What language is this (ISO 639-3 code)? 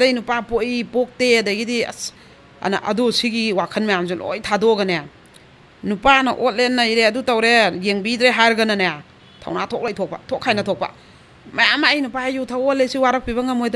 mni